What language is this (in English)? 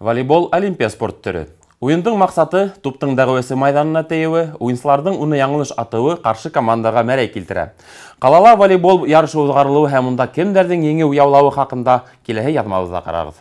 Bashkir